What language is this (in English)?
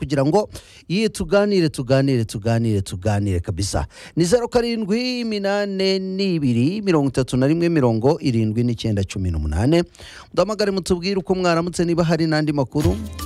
Kinyarwanda